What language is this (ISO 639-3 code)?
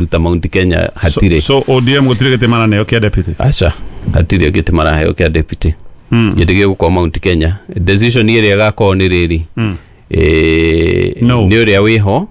kik